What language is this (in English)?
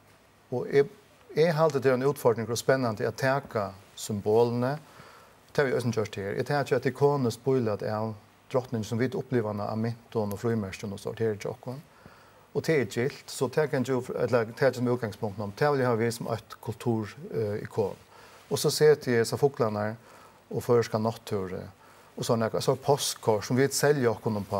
Faroese